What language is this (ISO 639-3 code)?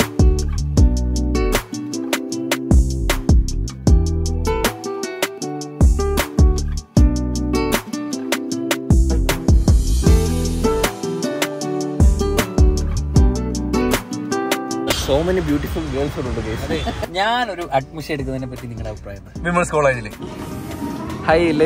mal